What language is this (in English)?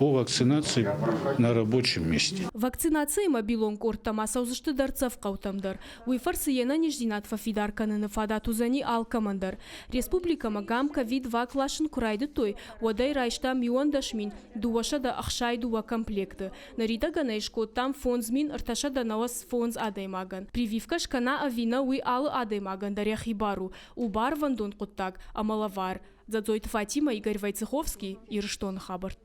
Ossetic